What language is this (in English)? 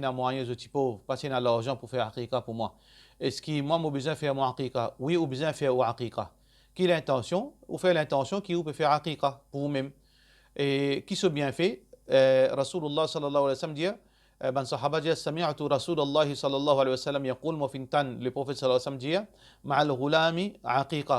Morisyen